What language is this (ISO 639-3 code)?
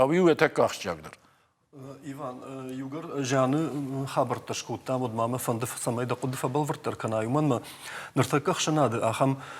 oss